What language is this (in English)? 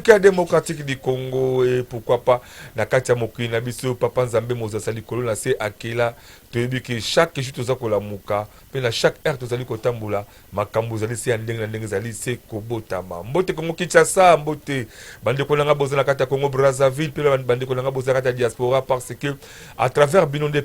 Lingala